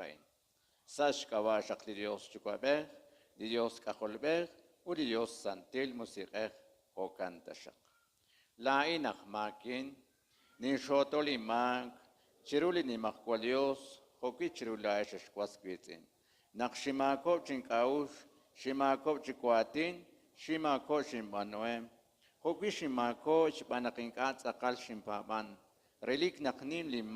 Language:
Kekchí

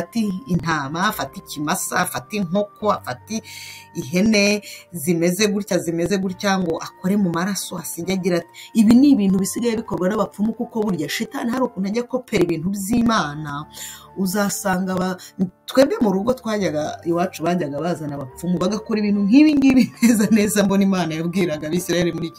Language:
Kinyarwanda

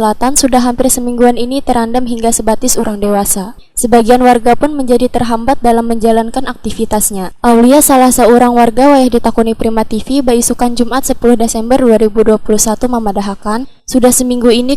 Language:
Banjar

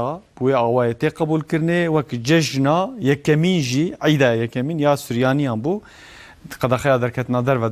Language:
Kurdish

